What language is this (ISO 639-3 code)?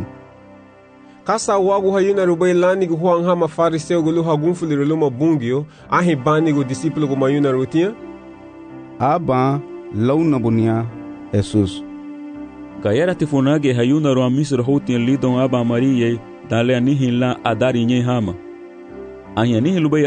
cab